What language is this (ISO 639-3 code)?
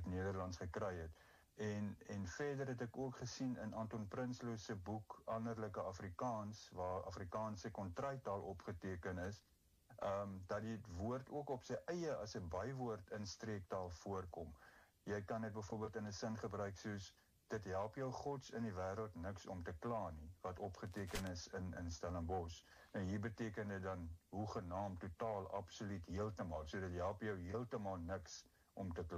afr